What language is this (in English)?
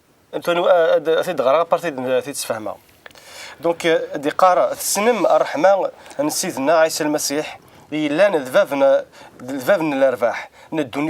Kabyle